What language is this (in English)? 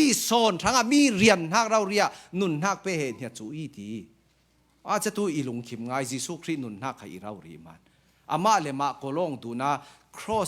Falam Chin